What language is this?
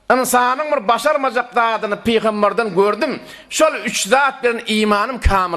Turkmen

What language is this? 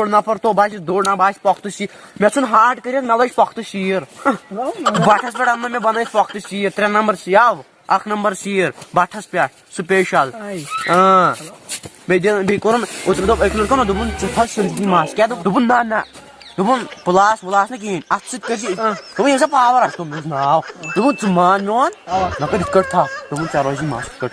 Kashmiri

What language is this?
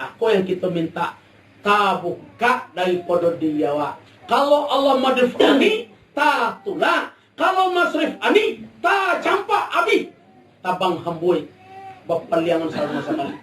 Minangkabau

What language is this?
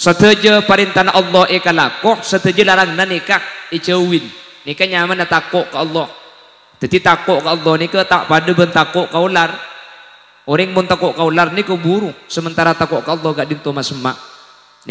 Madurese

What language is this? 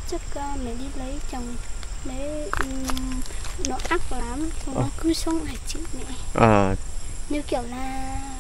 Vietnamese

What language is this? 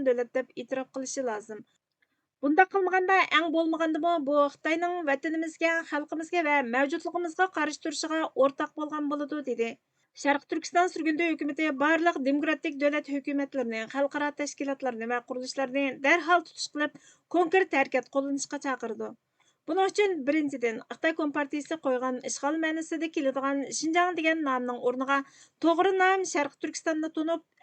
Uyghur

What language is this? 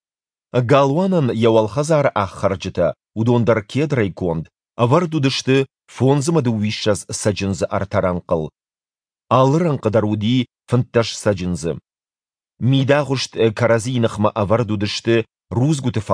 Ossetic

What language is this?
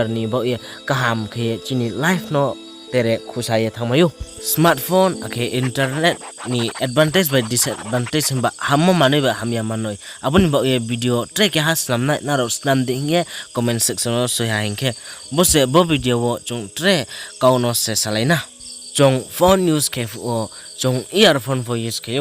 Riang (India)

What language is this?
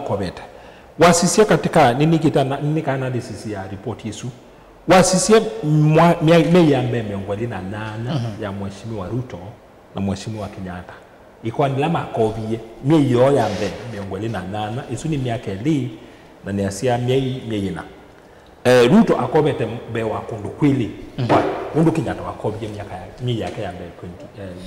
Kamba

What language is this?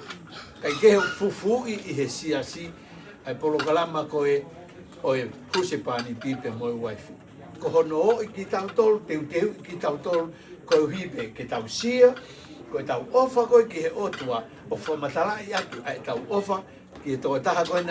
Tongan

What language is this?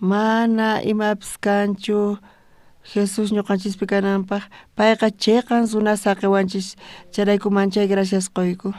South Bolivian Quechua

